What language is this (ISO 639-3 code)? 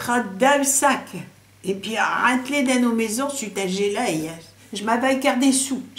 pcd